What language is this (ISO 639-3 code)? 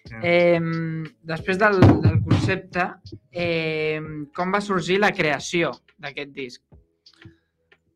cat